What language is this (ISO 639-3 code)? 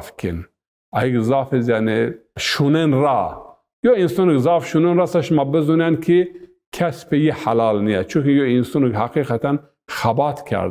zza